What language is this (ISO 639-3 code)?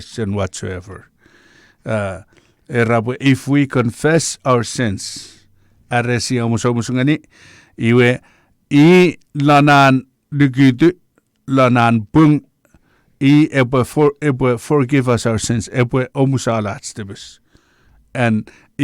chk